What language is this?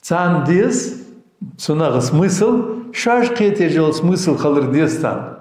Ingush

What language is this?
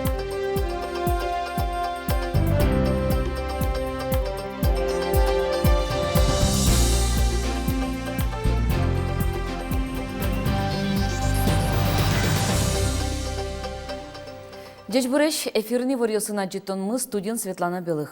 Udmurt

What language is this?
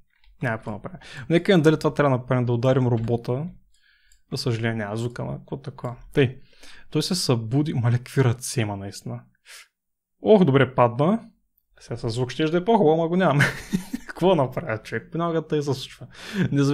Bulgarian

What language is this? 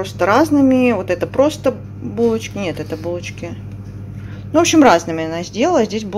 Russian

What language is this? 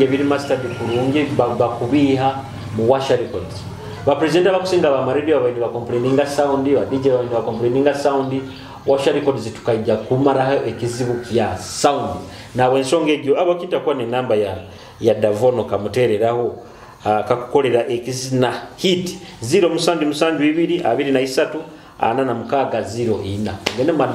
Nyoro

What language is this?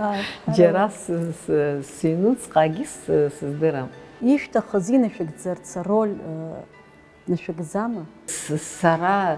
Abkhazian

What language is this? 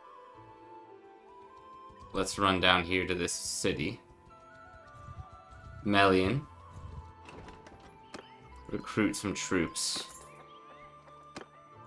English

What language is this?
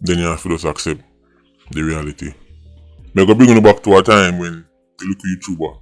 Jamaican Creole English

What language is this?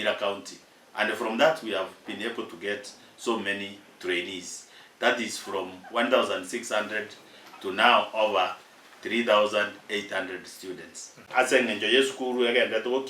Gusii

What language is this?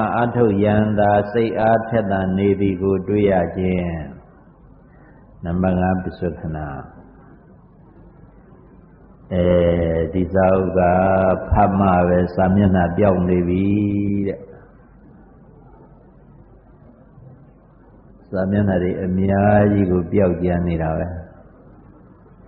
Burmese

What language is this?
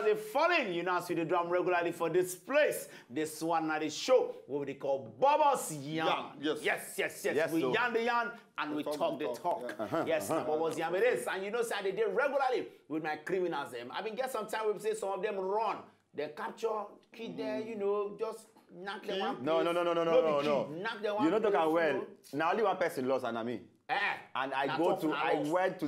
Nigerian Pidgin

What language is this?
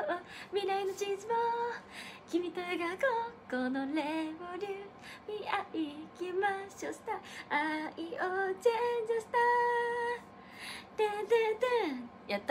Japanese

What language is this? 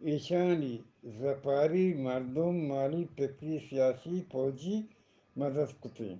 Eastern Balochi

